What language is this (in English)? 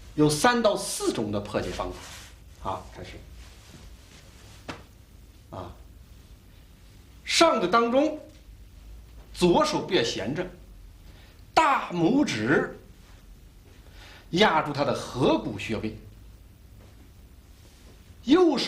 Chinese